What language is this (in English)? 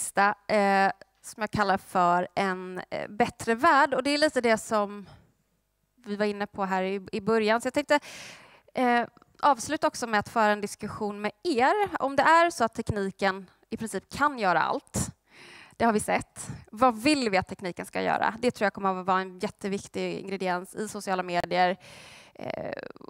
Swedish